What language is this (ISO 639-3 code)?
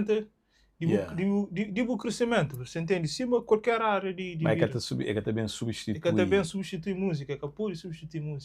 kea